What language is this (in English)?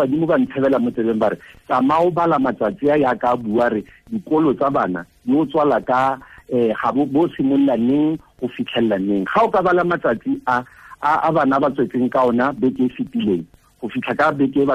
Tswana